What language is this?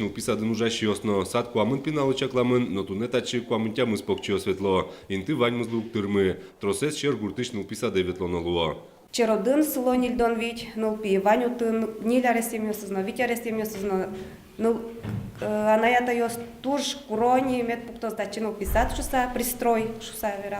Udmurt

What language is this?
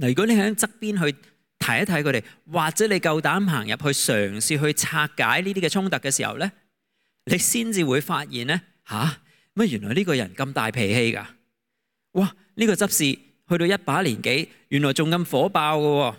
Cantonese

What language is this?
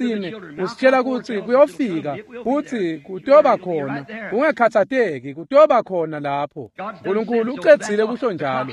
Swati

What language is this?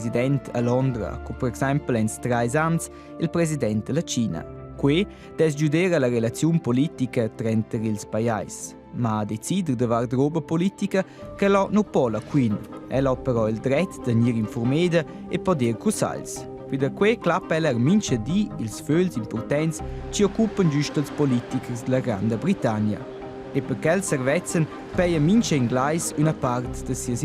Romansh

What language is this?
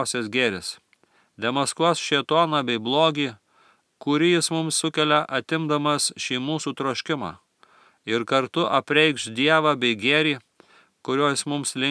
Lithuanian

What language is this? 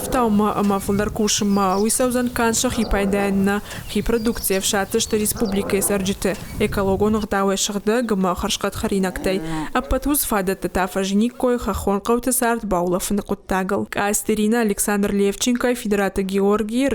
Ossetic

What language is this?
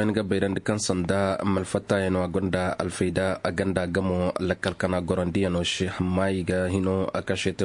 Zarma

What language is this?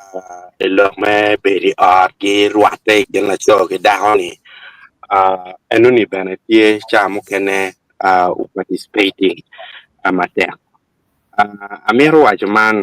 Acoli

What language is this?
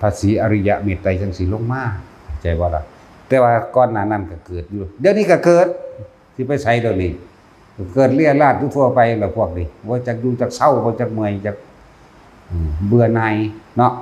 Northeastern Thai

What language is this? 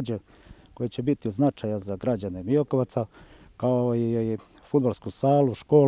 Croatian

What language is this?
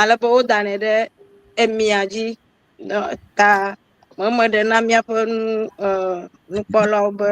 Ewe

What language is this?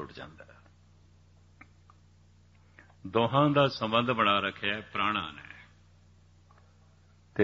Punjabi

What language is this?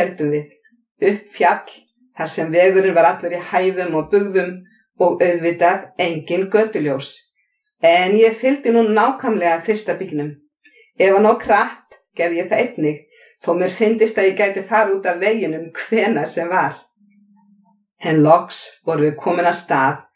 Icelandic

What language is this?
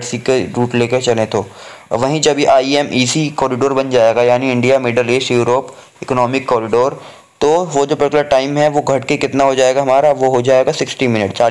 Hindi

